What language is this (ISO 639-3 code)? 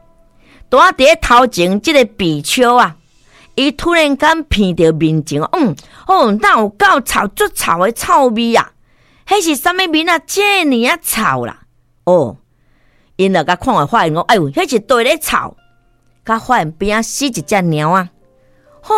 nan